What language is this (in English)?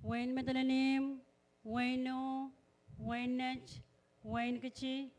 Pohnpeian